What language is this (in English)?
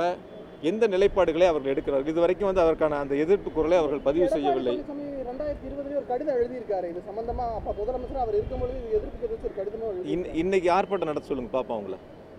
Tamil